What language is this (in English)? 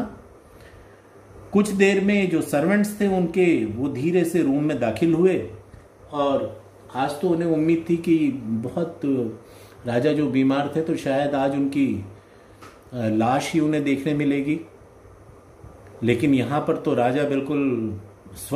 Hindi